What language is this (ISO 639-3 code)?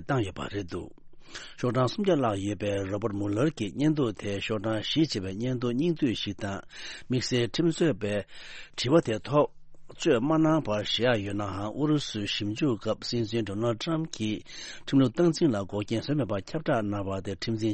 bod